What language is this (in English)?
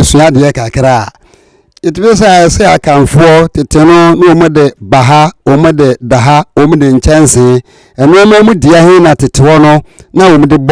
Akan